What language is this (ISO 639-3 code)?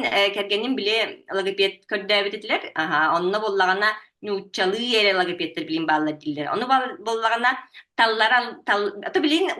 sah